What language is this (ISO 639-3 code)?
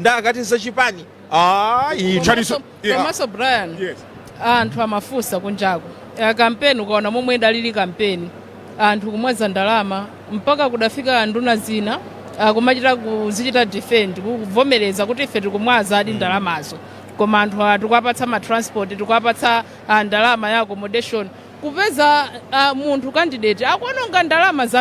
nya